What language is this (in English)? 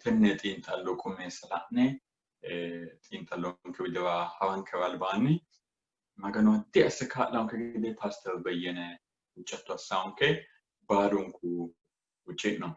Sidamo